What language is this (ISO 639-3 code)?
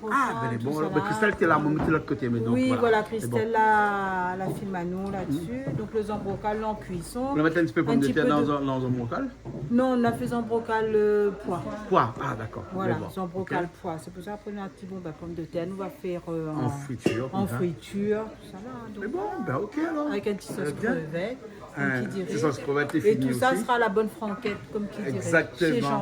rcf